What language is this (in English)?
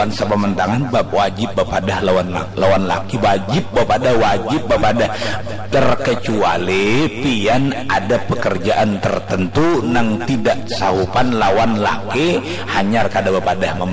Banjar